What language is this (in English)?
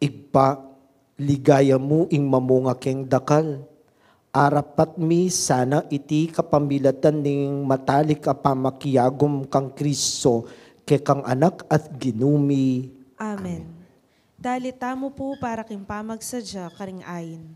Pampanga